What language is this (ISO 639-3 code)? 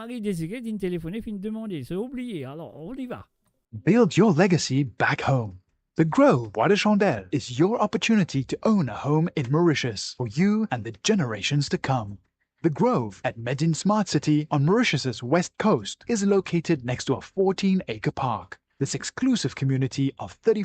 mfe